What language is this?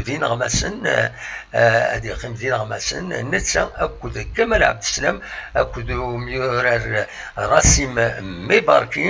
Kabyle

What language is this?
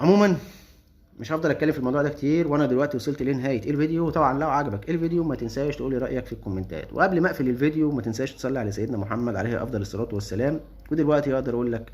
Egyptian Arabic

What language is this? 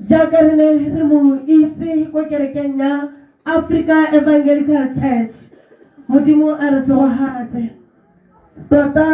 Tswana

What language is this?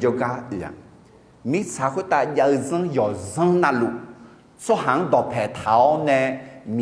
Akha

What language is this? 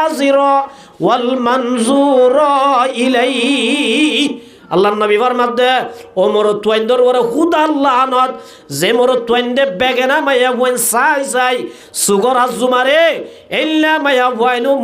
Rohingya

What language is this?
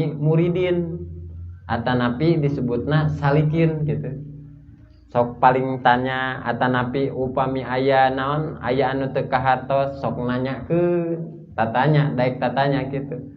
Sundanese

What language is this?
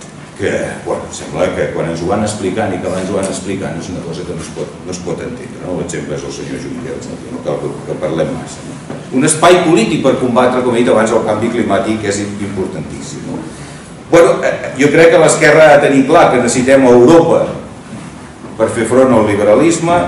Catalan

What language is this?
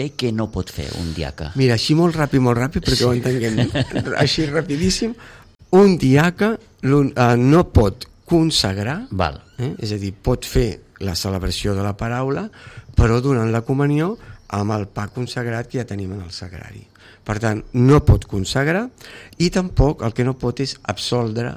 Catalan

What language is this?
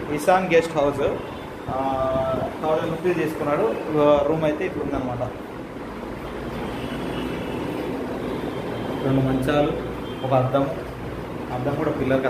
Telugu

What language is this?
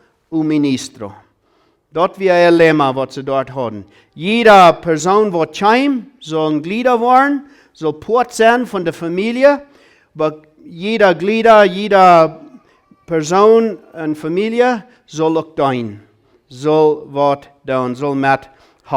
Plautdietsch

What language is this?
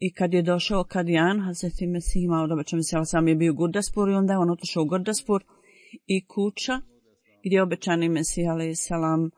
Bosnian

